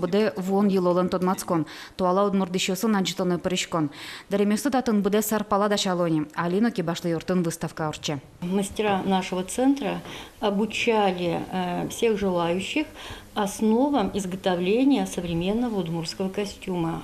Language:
Udmurt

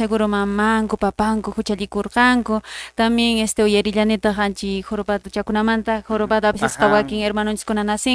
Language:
Quechua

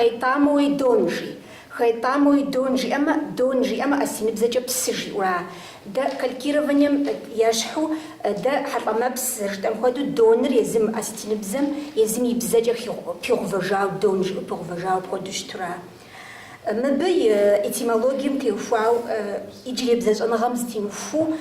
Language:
Kabardian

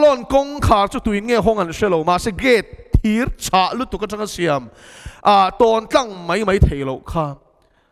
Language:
Mizo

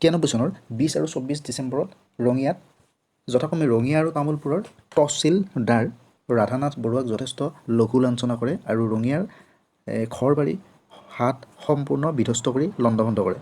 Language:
Assamese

